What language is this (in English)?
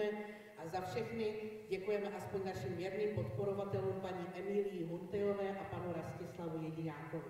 Czech